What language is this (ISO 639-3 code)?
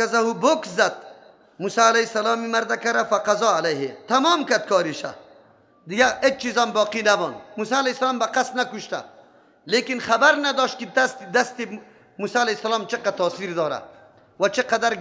fas